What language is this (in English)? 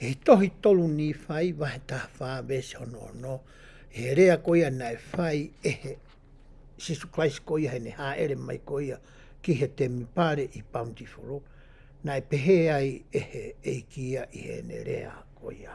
Tongan